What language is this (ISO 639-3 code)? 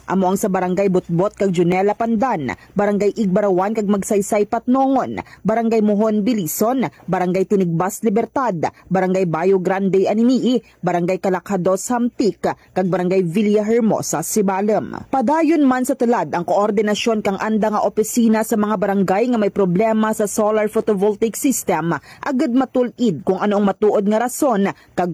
hil